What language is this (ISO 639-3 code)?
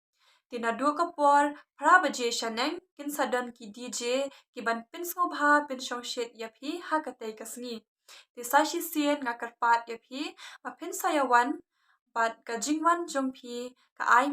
kha